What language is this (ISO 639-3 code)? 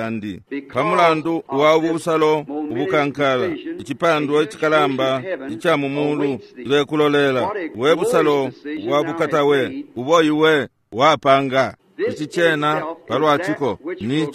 bem